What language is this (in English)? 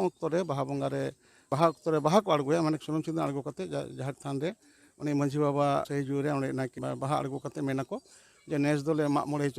Santali